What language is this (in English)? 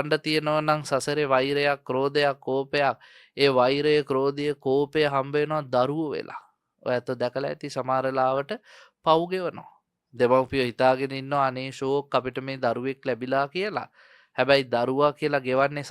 Sinhala